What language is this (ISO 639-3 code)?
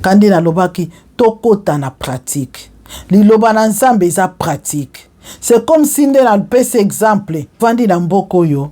lin